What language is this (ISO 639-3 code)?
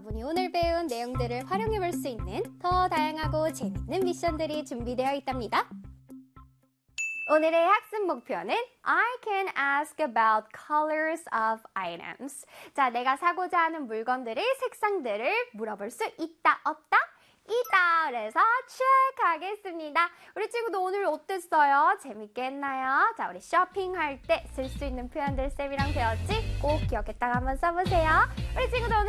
kor